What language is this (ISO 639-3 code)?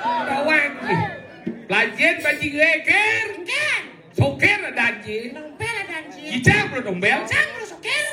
ban